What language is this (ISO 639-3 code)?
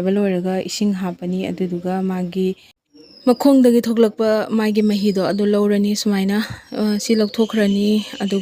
mni